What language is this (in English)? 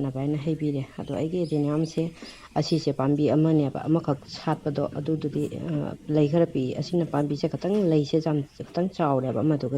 Manipuri